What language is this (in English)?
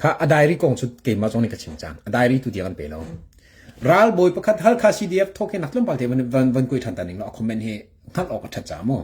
Hakha Chin